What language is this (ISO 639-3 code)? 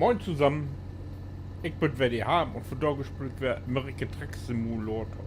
nds